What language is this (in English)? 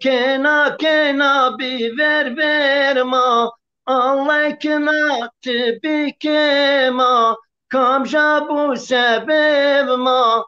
Zaza